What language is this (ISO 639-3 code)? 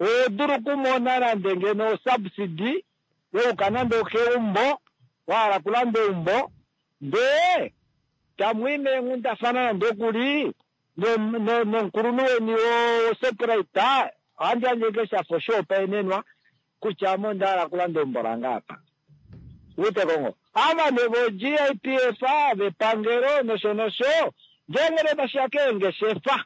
kua